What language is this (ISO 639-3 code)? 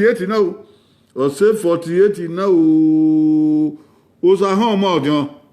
bin